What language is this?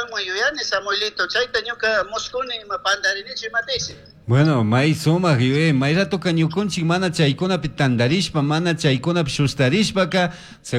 Chimborazo Highland Quichua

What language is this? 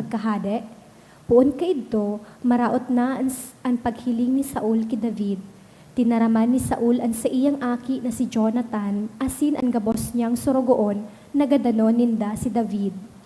Bikol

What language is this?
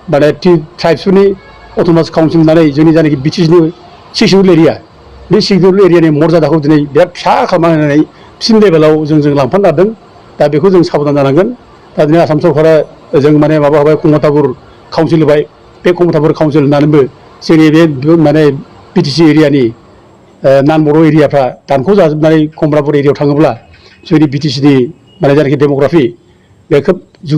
Bodo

